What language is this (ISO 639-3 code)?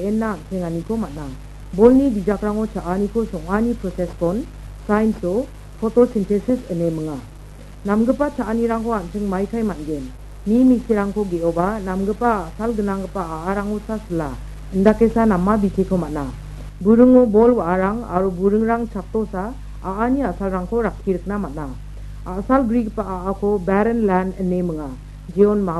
grt